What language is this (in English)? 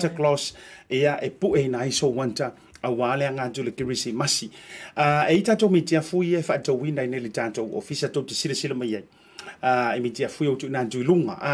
Samoan